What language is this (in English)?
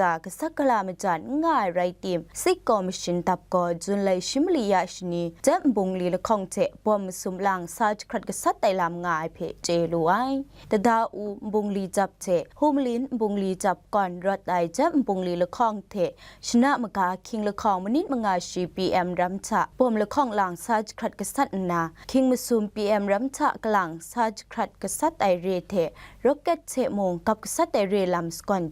Kachin